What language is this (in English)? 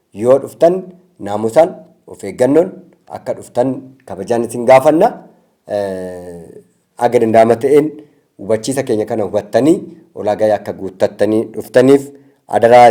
Oromo